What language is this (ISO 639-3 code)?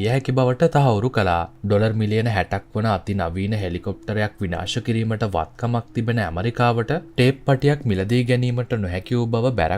sin